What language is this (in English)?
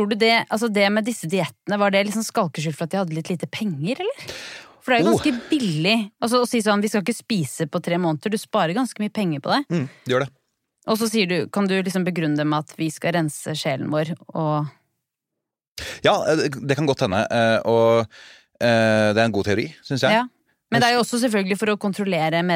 Norwegian